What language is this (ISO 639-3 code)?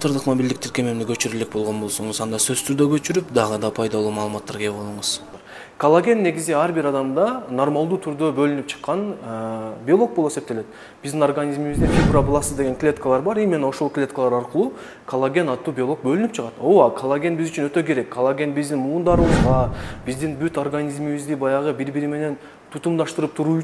kir